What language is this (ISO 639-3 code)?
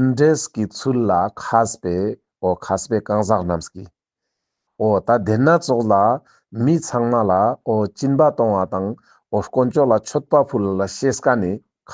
lbj